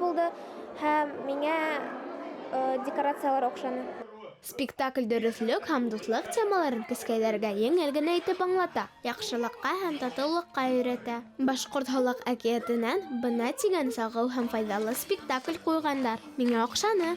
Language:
Bashkir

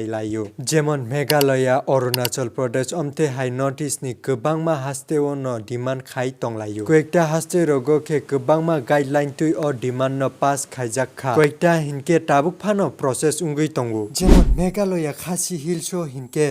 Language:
Kok Borok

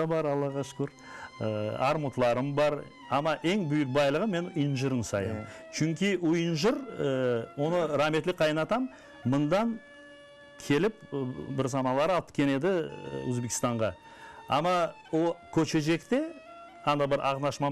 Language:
Crimean Tatar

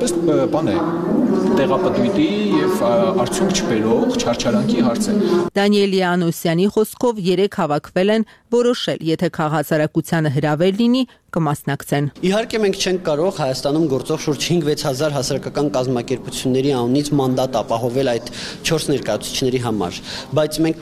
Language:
Armenian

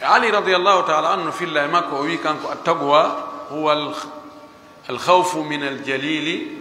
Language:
Fula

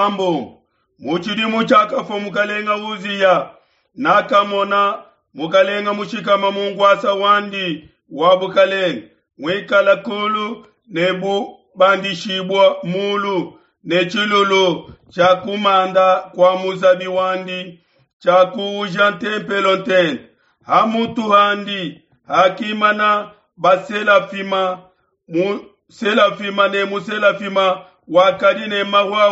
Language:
Luba-Lulua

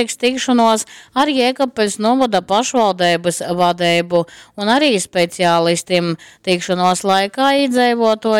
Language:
Latgalian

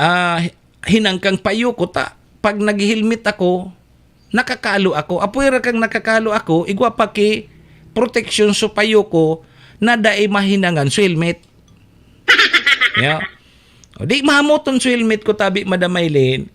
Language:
Bikol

